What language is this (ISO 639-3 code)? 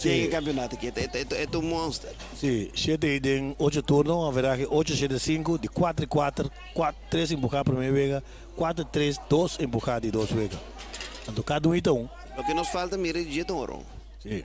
pap